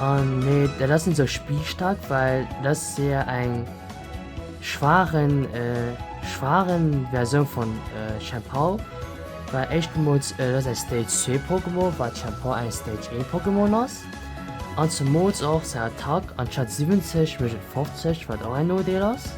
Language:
Luxembourgish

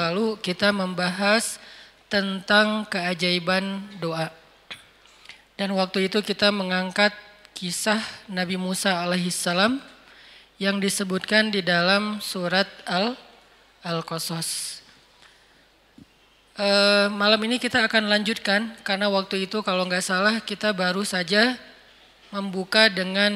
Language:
Indonesian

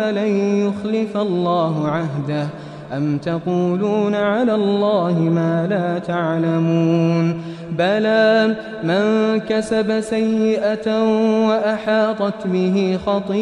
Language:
Arabic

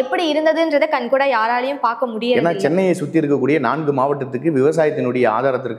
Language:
Tamil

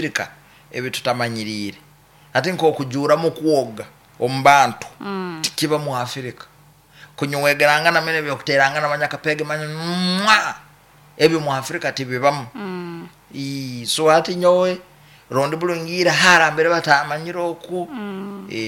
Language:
Nyoro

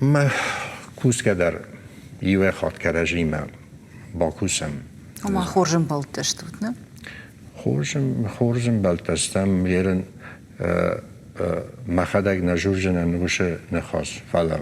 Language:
Ossetic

